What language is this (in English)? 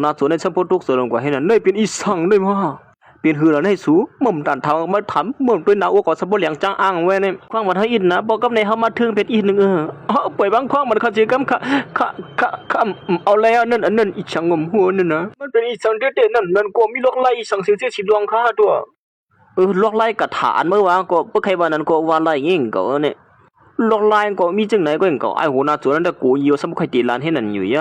Shan